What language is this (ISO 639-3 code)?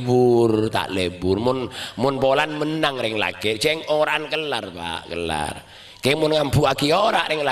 mad